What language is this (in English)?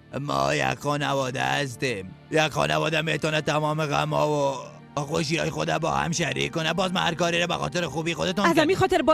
Persian